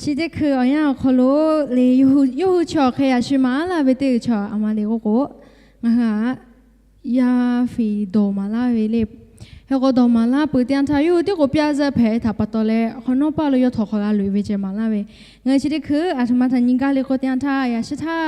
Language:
Lahu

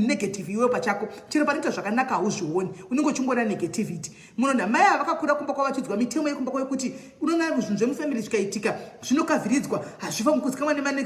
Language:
Shona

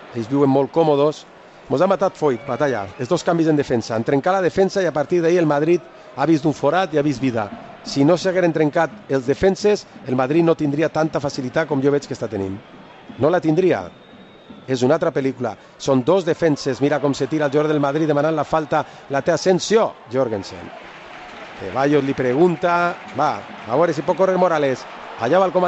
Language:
Catalan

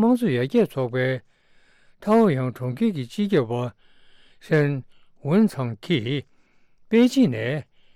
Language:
Tibetan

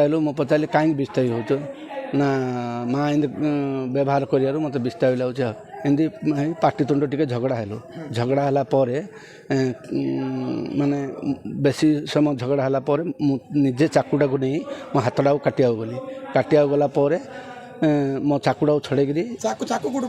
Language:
Odia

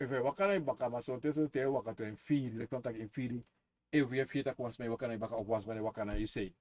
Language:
Sranan Tongo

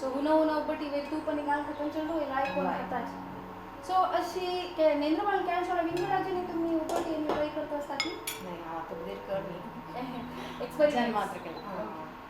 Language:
Konkani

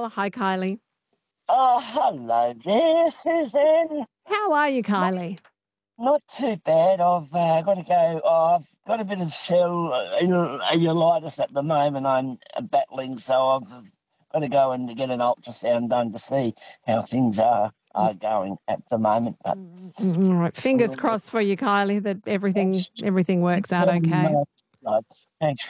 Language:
English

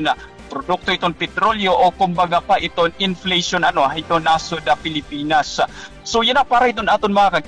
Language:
Waray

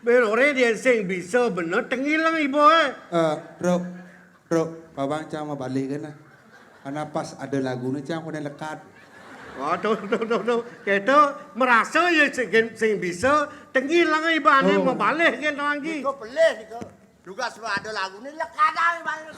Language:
Balinese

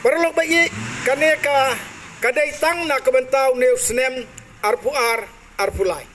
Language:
Khasi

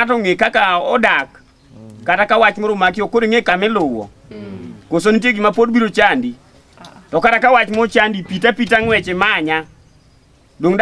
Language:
Luo (Kenya and Tanzania)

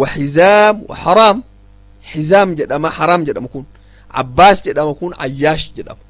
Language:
Oromo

